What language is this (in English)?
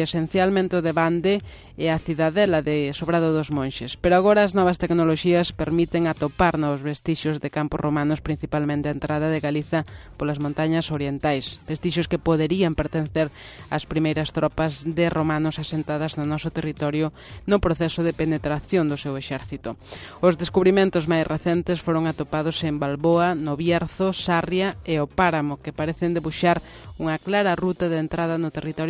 Galician